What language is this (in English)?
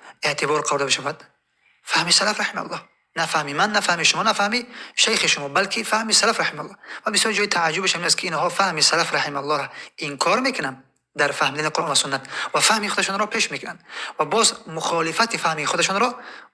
Tajik